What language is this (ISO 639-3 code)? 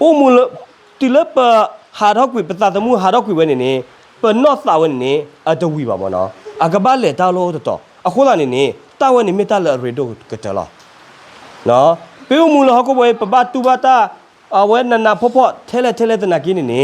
ksw